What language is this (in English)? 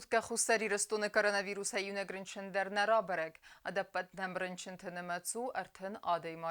Ossetic